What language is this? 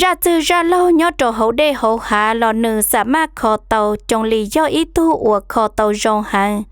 Hmong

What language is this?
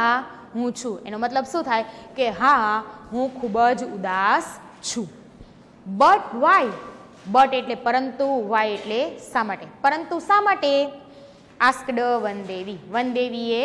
Gujarati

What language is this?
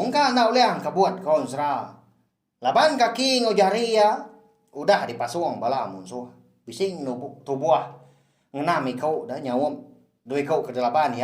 Iban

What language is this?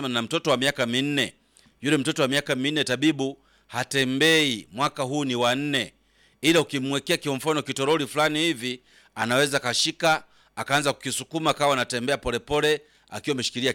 Swahili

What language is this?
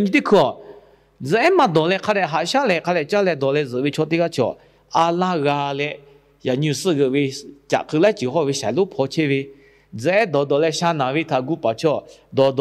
Lahu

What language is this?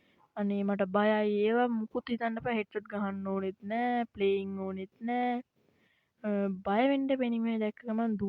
Sinhala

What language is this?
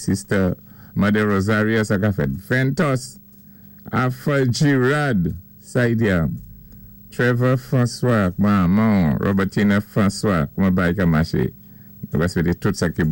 Saint Lucian Creole French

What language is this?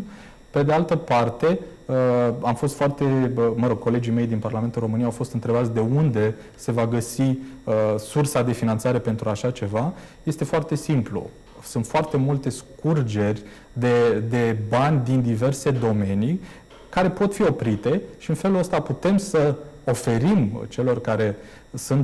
Romanian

